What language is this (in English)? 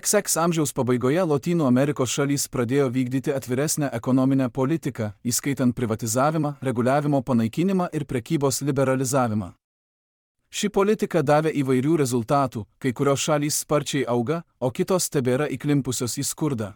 Lithuanian